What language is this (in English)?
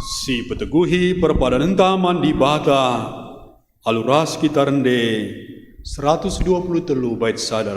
Batak Karo